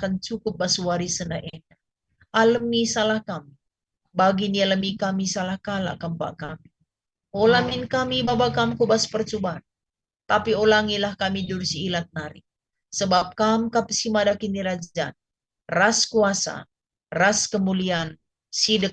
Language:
Batak Karo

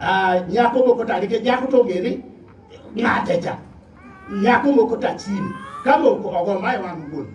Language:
Luo (Kenya and Tanzania)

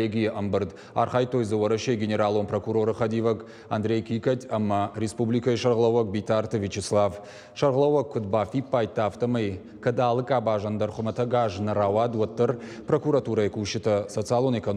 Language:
Ossetic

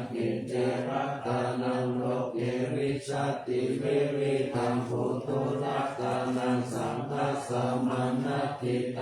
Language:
Pali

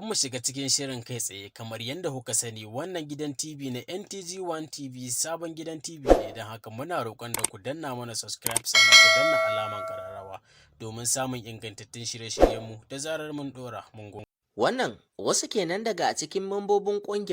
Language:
Hausa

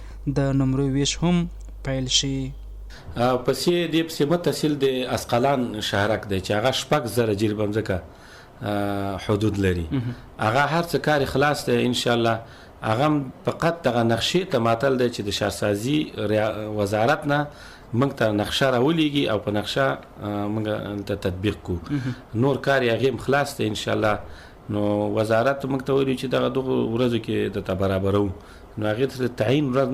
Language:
Pashto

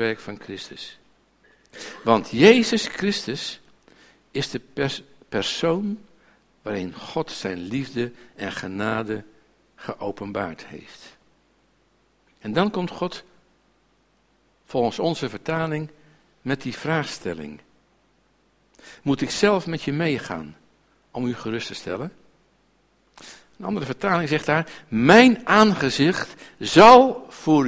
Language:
Dutch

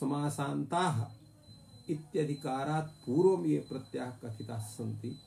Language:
Sanskrit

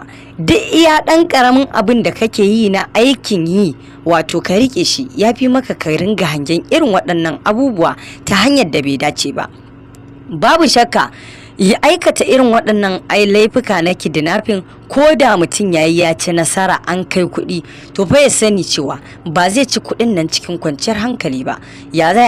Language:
Hausa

